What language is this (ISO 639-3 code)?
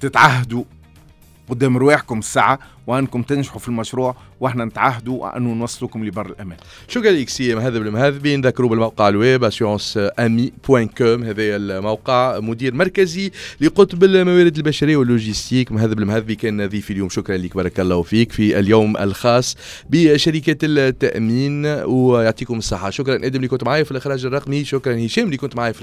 aeb